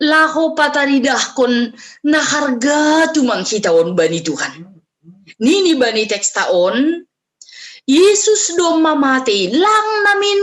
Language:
Batak Simalungun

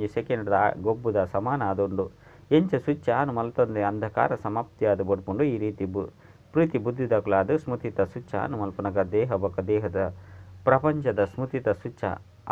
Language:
Tulu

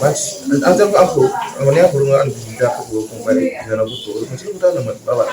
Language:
Bodo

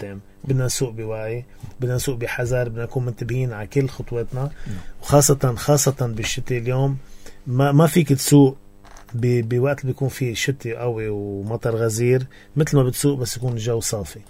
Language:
North Levantine Arabic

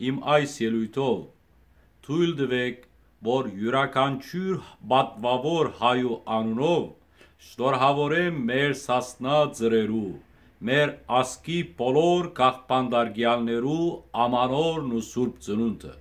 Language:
Western Armenian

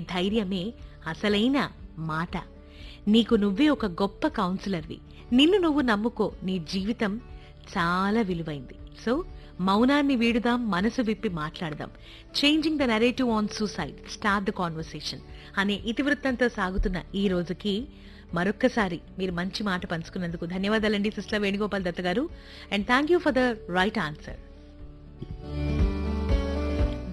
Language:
Telugu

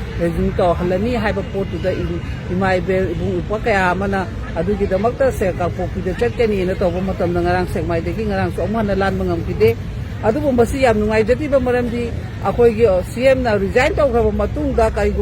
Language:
Manipuri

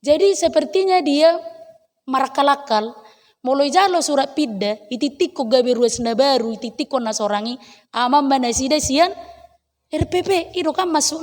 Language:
Batak Toba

